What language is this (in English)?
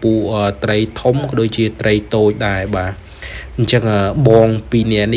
Khmer